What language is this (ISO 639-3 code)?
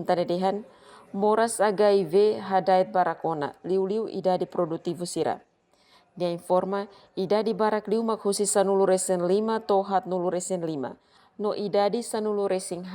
tet